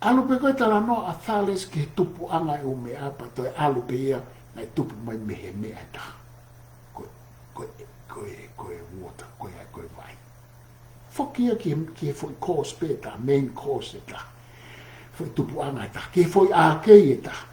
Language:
Tongan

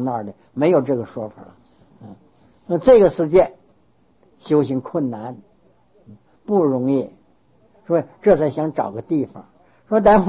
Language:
Chinese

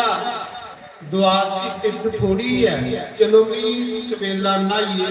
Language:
Dogri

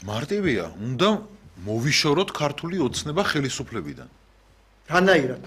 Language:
Georgian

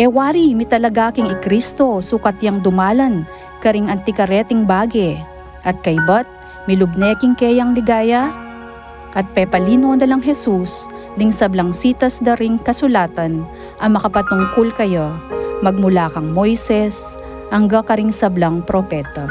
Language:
Pampanga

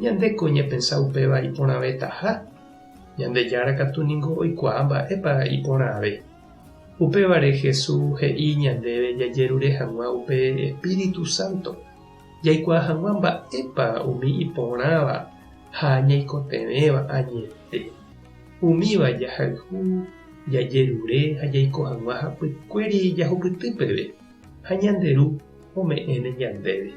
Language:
Guarani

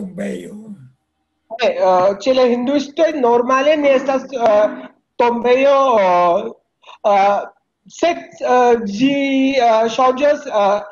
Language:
Esperanto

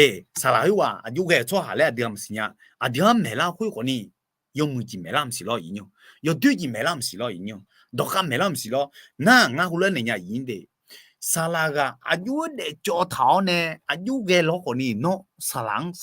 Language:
Akha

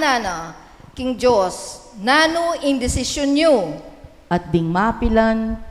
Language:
Pampanga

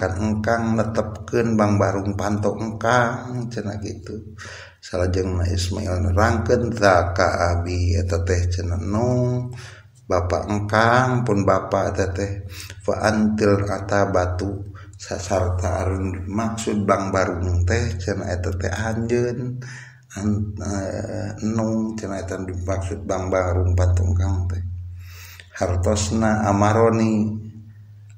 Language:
Sundanese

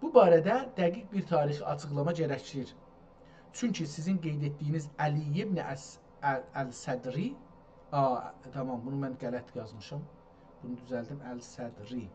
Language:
South Azerbaijani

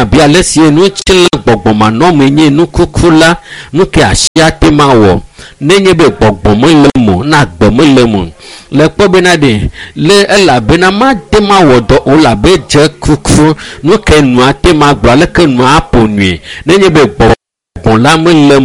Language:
Ewe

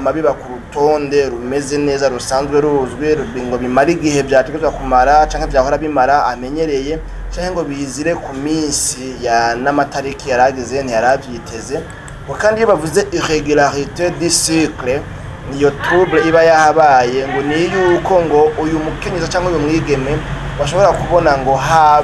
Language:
Rundi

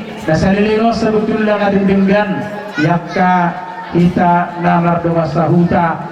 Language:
Batak Toba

